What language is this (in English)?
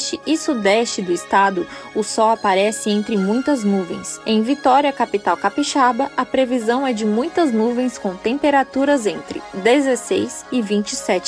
Portuguese